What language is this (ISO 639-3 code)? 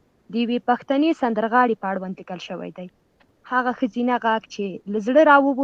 pus